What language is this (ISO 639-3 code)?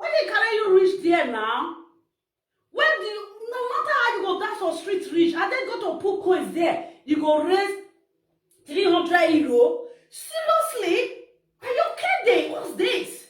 pcm